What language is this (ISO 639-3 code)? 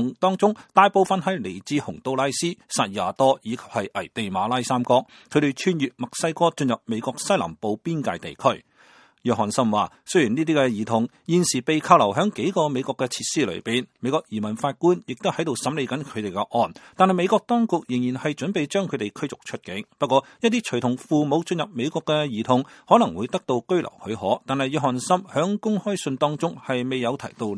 yue